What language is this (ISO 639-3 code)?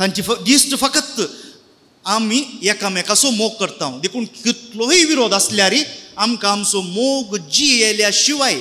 kok